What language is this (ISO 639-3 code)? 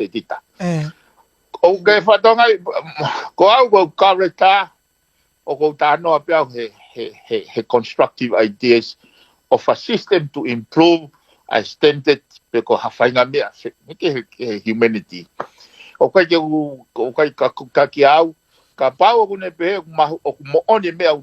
ton